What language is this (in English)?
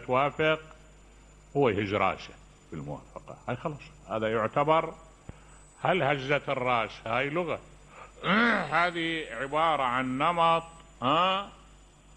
Mesopotamian Arabic